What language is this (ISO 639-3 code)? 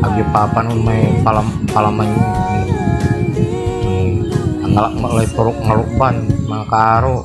pag